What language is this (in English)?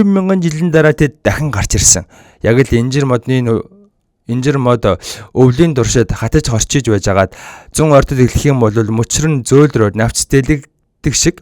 Mongolian